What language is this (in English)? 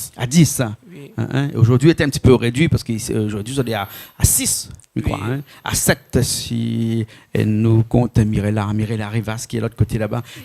Réunion Creole French